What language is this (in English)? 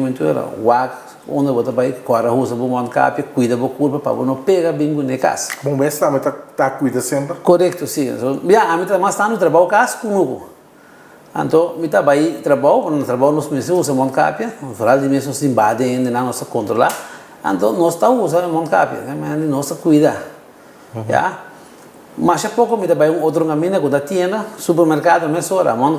Papiamento